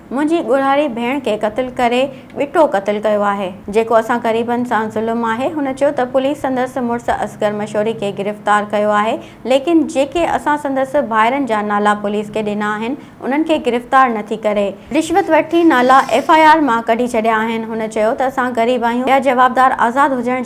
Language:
Sindhi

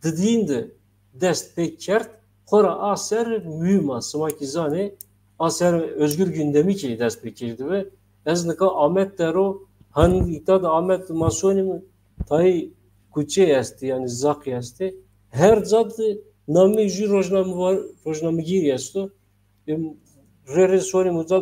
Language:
Zaza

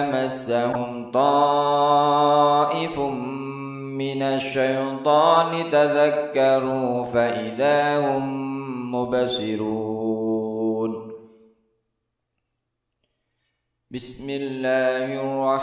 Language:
Arabic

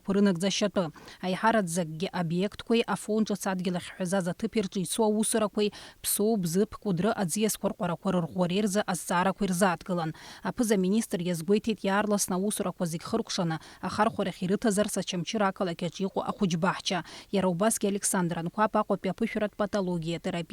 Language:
Abkhazian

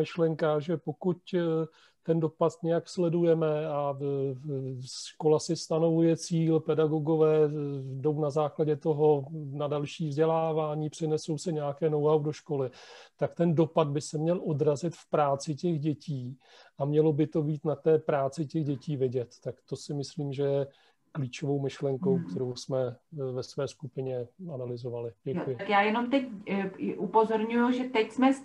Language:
Czech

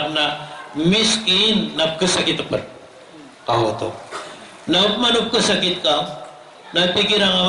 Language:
Maranao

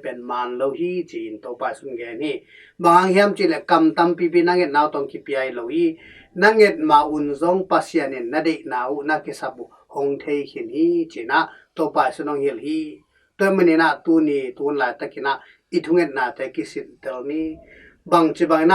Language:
Tedim Chin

